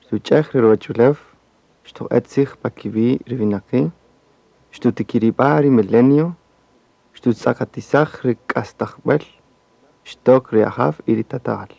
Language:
Kaqchikel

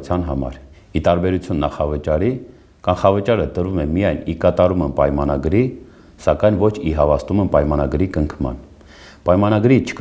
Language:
Armenian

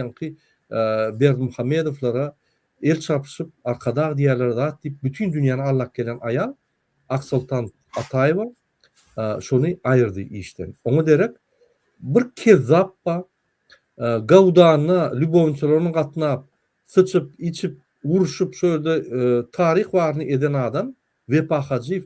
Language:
Turkmen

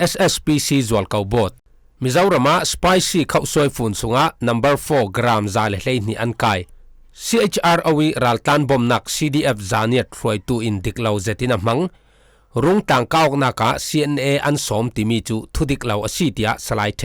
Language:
Falam Chin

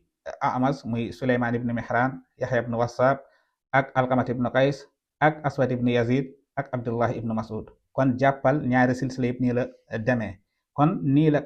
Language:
Wolof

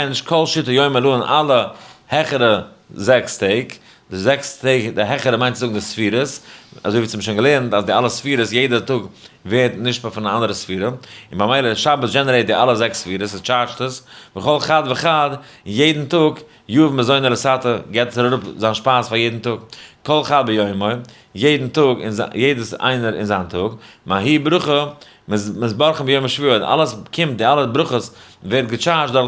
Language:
Yiddish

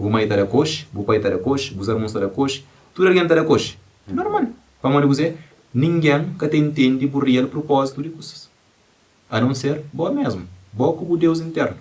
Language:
Kabuverdianu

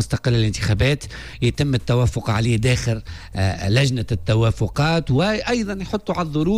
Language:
Tunisian Arabic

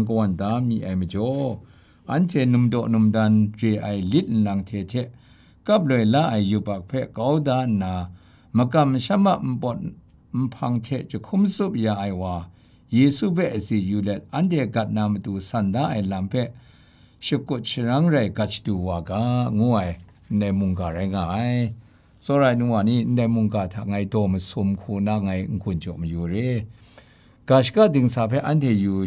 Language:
Kachin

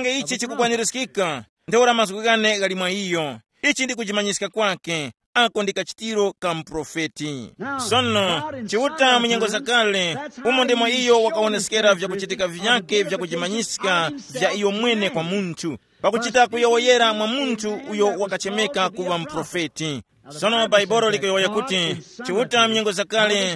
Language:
Tumbuka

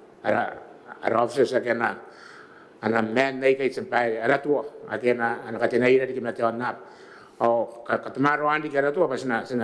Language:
Gilbertese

